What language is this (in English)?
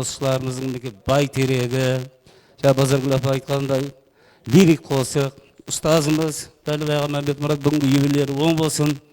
Kara-Kalpak